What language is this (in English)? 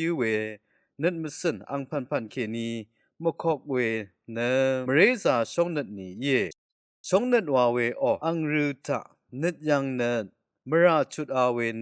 Rawang